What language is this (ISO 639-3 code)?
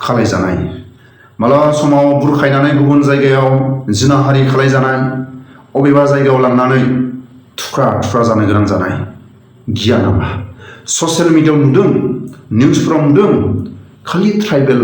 brx